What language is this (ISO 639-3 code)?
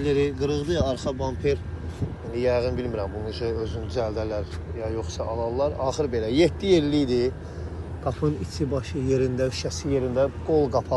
aze